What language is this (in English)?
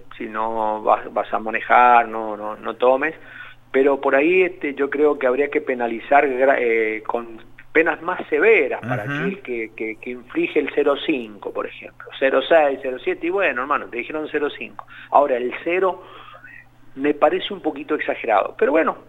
Spanish